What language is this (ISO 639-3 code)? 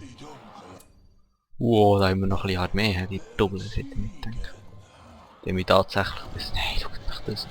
gsw